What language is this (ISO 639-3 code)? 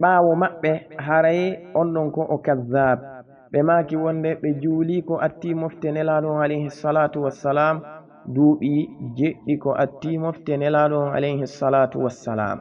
ful